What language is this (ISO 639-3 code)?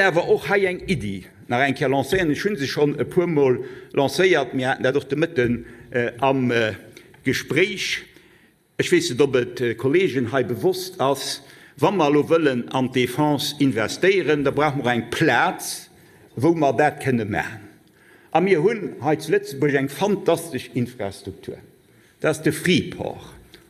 ltz